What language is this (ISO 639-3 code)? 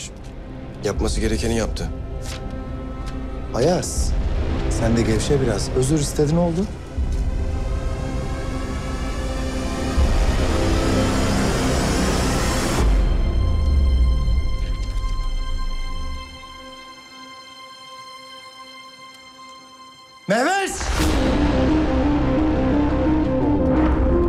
tur